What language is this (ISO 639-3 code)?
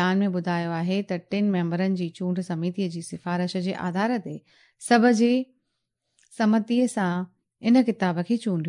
snd